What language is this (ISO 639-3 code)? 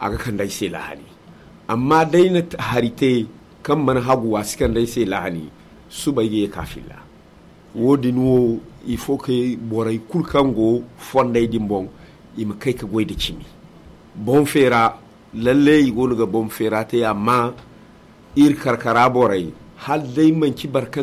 dje